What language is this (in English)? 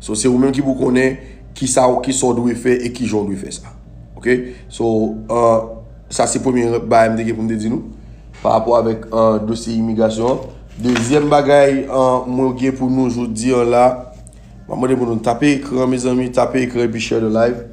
Haitian Creole